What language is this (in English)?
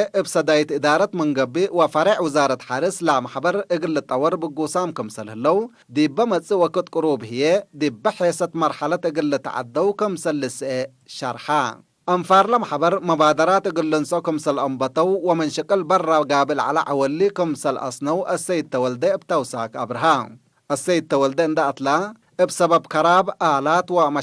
Tigre